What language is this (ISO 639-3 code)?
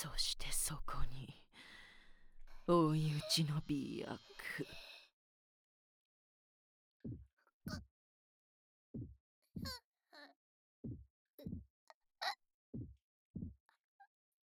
jpn